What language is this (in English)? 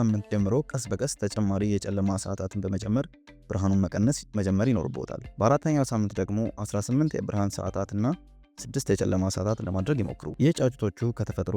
Amharic